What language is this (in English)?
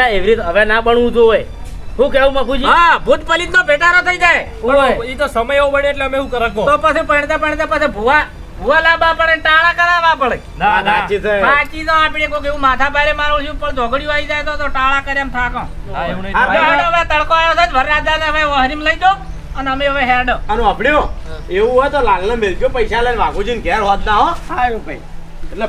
Gujarati